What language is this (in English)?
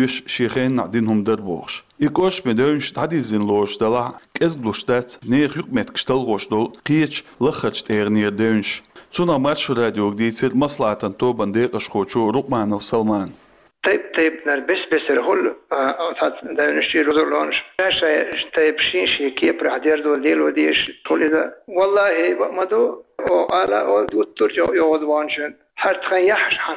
Chechen